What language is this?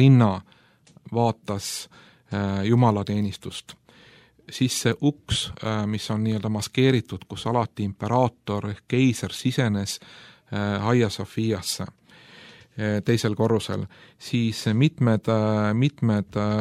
Estonian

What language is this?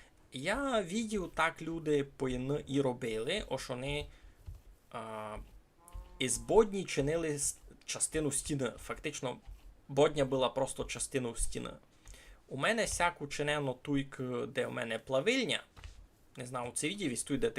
Rusyn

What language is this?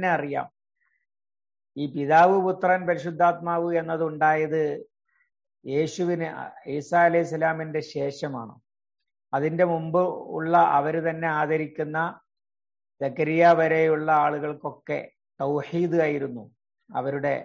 Malayalam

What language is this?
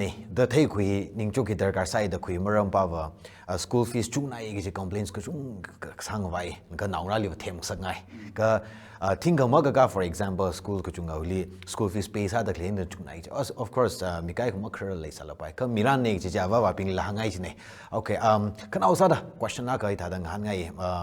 Tangkhul Naga (India)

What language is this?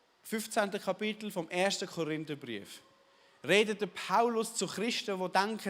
Swiss German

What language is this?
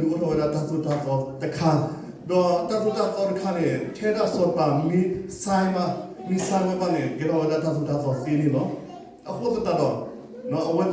S'gaw Karen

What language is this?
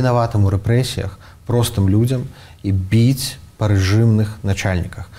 Belarusian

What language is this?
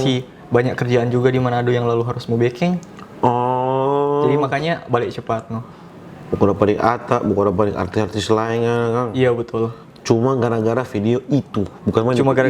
Manado Malay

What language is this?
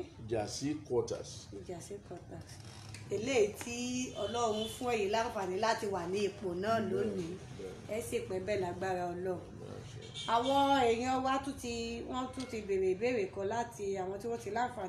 Yoruba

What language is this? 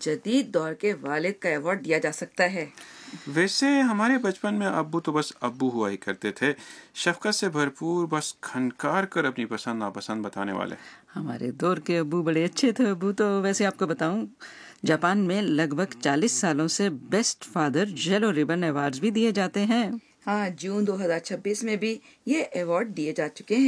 Urdu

